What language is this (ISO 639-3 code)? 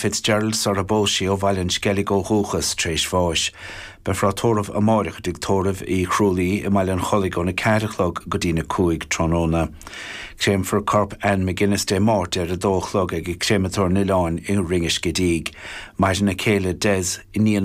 gle